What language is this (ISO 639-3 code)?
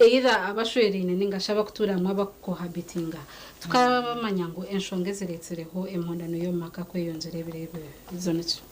nyn